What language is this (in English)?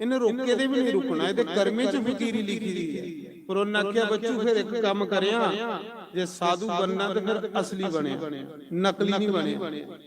Dogri